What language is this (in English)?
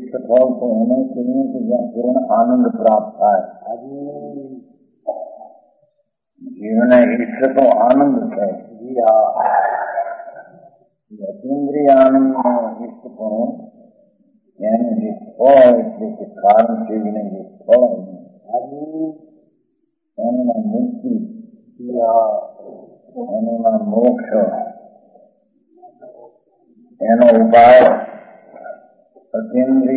Gujarati